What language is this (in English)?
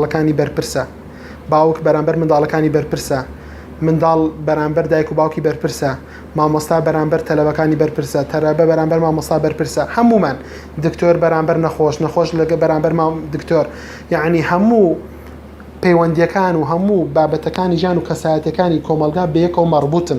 Central Kurdish